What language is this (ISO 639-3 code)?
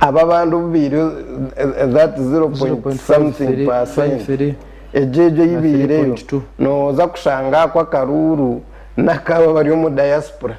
nyn